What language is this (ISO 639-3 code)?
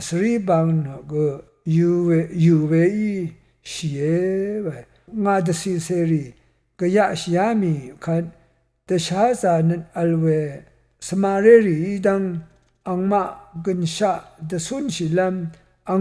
raw